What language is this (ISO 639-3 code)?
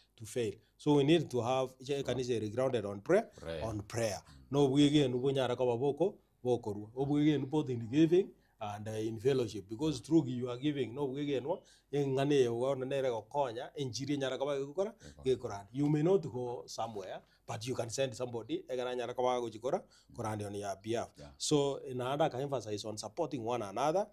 guz